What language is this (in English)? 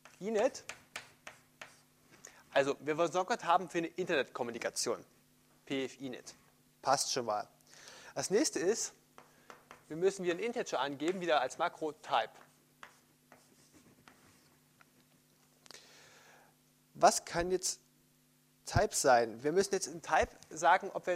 German